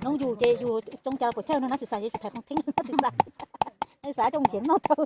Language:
Hmong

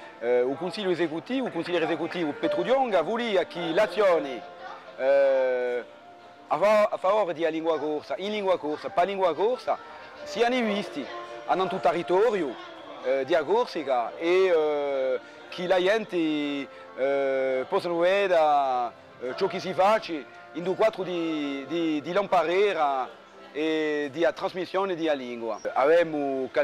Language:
Corsican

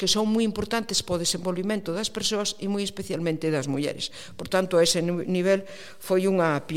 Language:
Galician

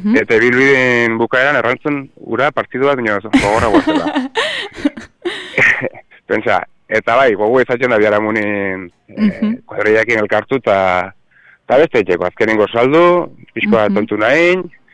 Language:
Basque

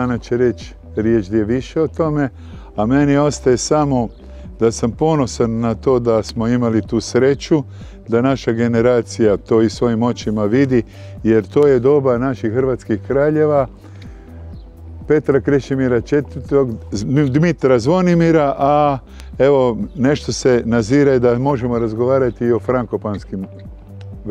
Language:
Croatian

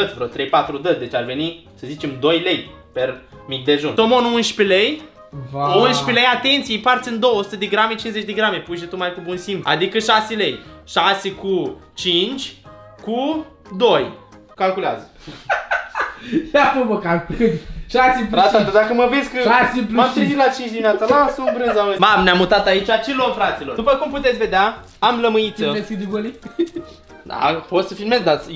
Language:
Romanian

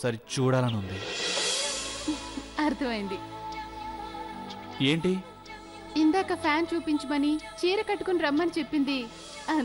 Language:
Telugu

